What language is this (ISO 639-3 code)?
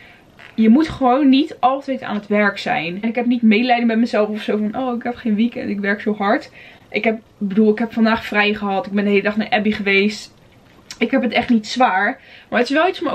nld